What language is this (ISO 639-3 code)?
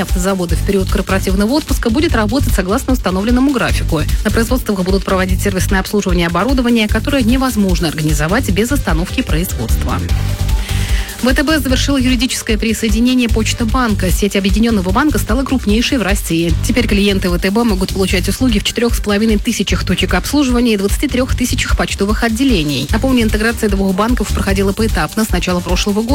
rus